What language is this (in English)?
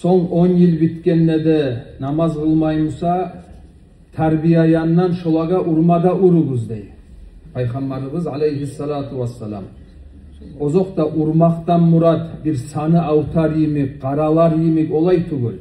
Kumyk